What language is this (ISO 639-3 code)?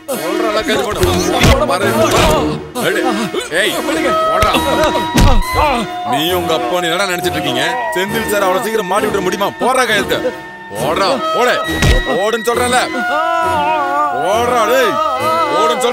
tam